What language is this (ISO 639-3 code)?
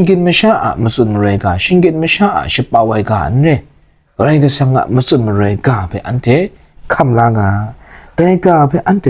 kac